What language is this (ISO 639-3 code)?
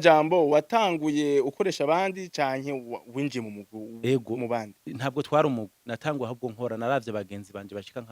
run